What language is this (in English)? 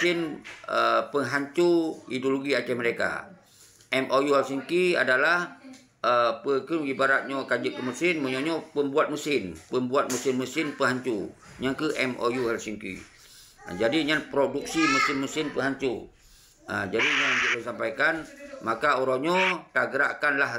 Achinese